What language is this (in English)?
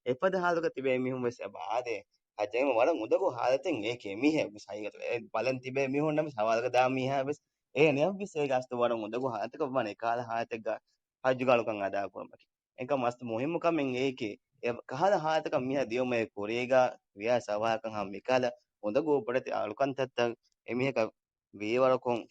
Divehi